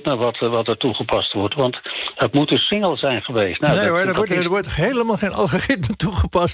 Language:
Dutch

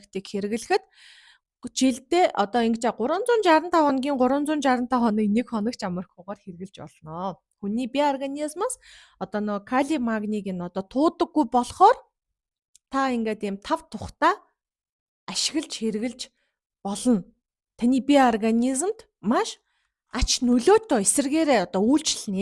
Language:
Mongolian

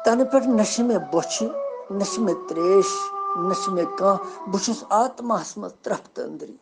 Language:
Kashmiri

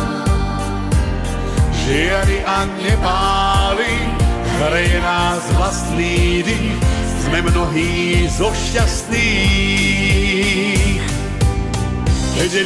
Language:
Slovak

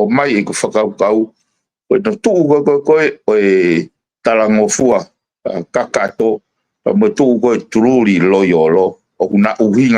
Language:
Tongan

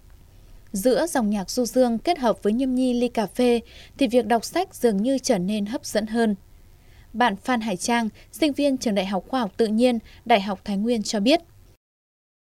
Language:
Vietnamese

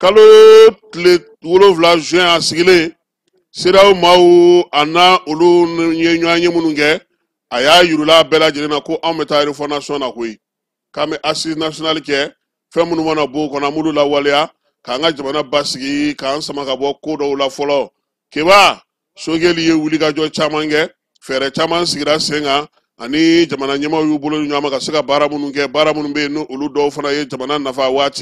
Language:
Bambara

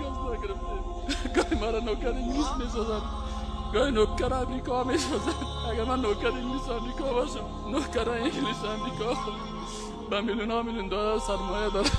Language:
Persian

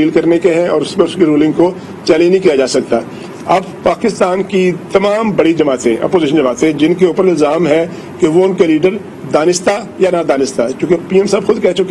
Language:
Urdu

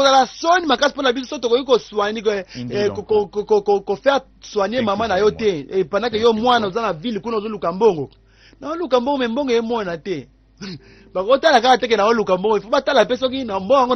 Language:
Lingala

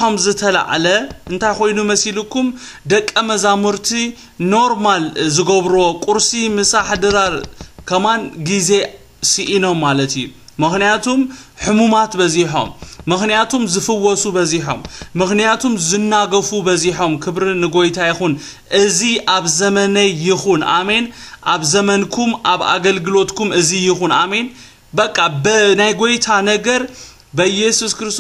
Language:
Tigrinya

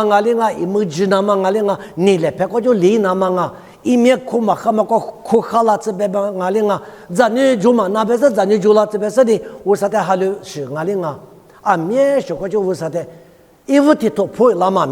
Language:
Lisu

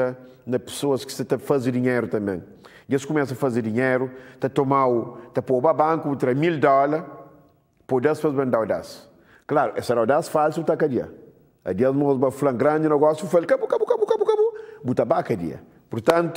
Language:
Kabuverdianu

